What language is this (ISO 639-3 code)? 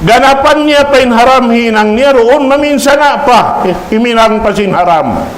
tsg